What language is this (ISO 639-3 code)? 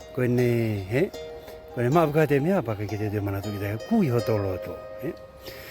ton